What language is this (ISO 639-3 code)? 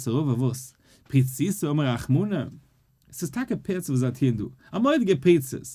yid